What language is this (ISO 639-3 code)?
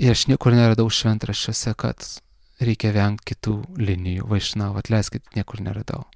lit